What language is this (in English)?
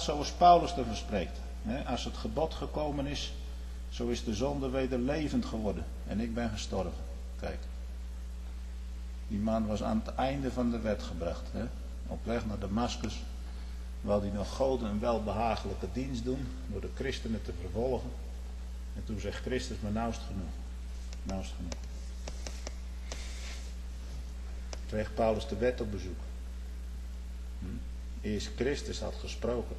Dutch